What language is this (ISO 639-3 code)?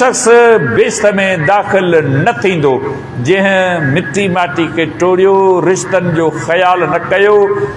snd